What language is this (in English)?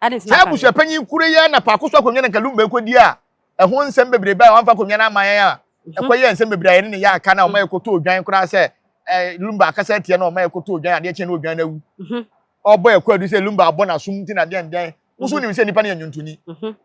Akan